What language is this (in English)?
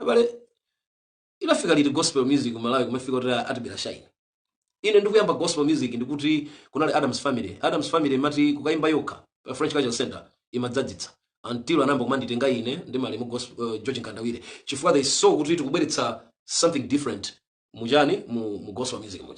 Nyanja